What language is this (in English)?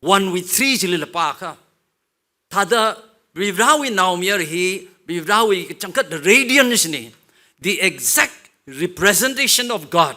Tangkhul Naga (India)